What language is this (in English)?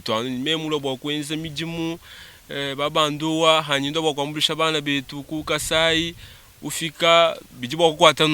Luba-Lulua